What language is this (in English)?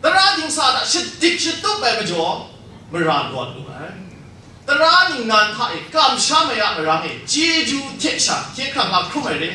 Kachin